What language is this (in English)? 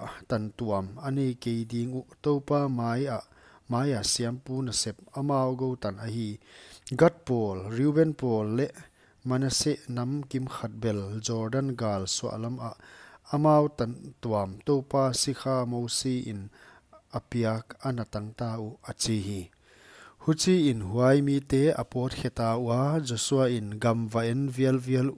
Paite Chin